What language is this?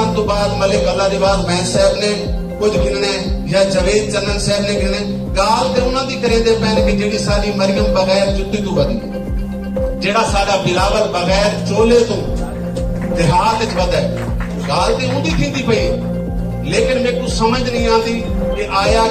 Saraiki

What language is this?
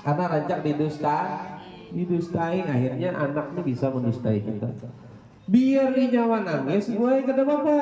Banjar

